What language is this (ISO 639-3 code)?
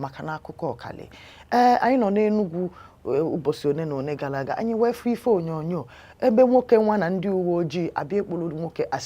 ibo